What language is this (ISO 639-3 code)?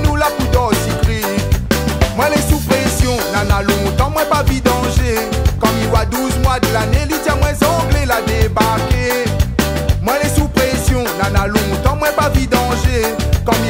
rcf